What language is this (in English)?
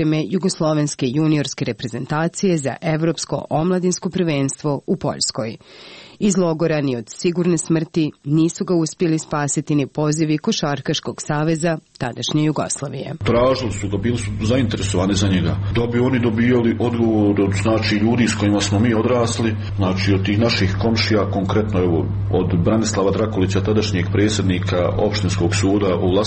Croatian